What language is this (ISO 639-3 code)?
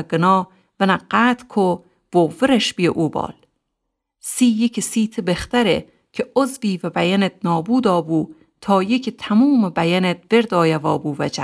glk